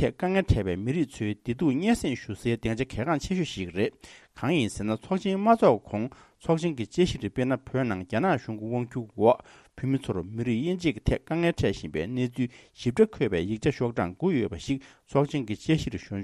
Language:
Tibetan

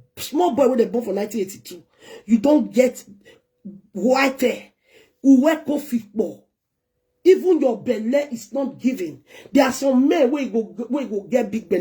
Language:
Nigerian Pidgin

